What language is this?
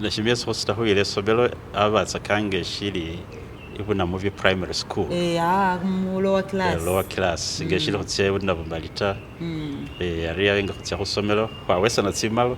Masaaba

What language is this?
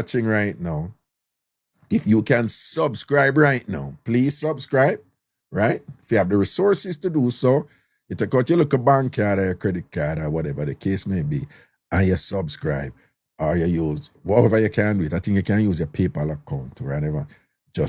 Jamaican Creole English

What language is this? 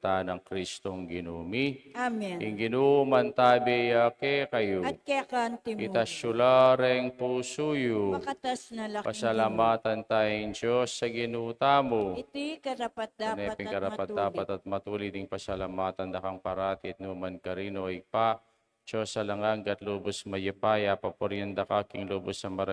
Pampanga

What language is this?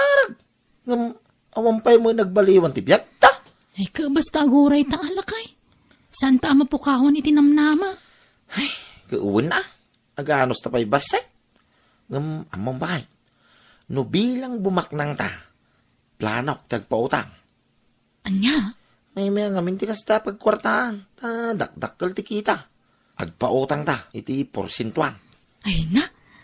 Iloko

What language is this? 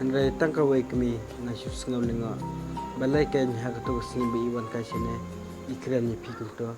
Khasi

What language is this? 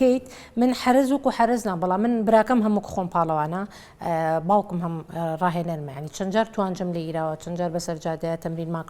Central Kurdish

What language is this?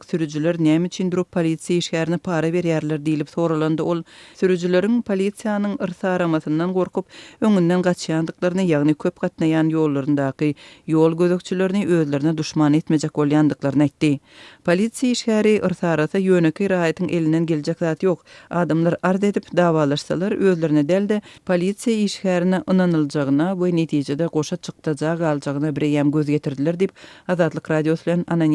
Turkmen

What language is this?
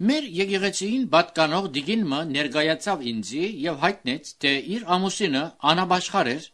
Armenian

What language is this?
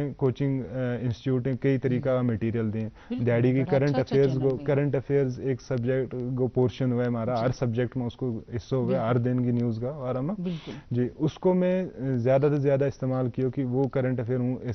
Gujari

